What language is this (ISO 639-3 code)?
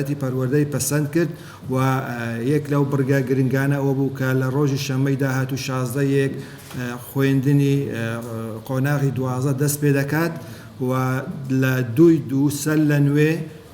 ckb